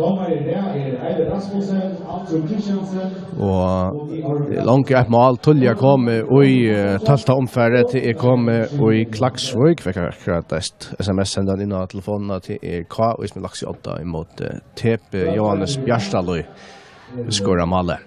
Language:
Faroese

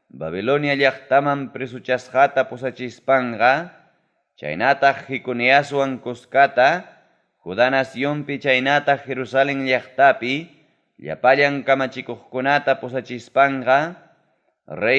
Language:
Ayacucho Quechua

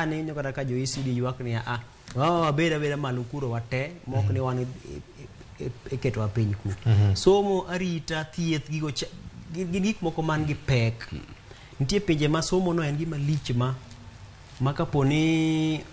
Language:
Luo (Kenya and Tanzania)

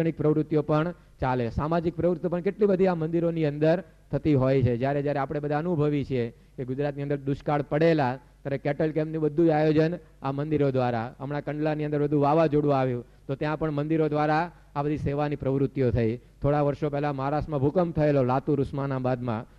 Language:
Gujarati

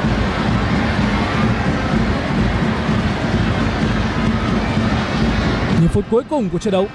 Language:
Vietnamese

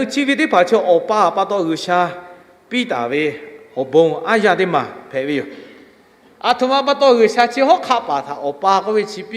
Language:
Lahu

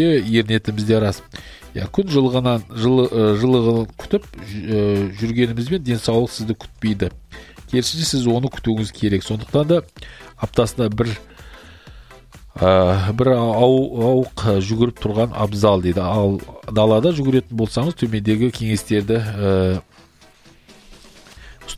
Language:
Kazakh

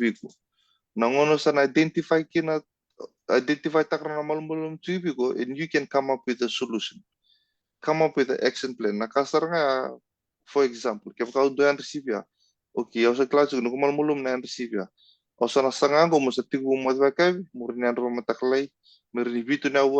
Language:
Fijian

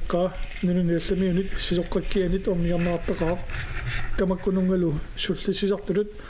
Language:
Kalaallisut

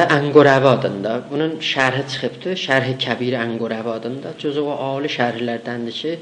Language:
South Azerbaijani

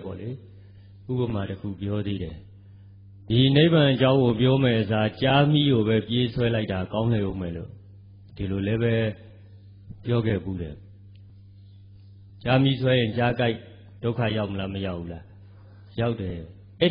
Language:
Burmese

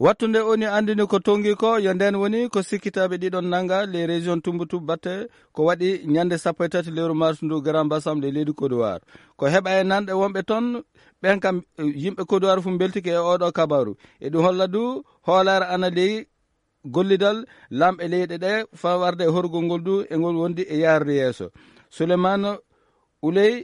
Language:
Fula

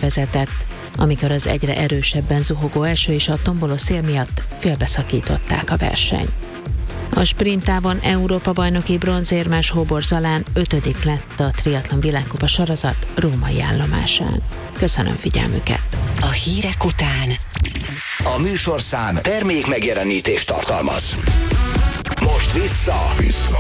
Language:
Hungarian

